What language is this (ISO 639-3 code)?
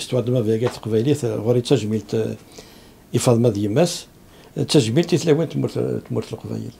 kab